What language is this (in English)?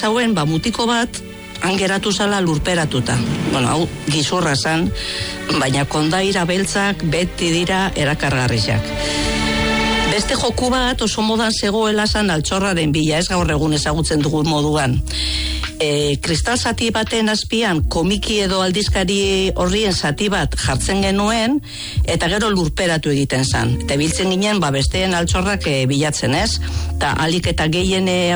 Basque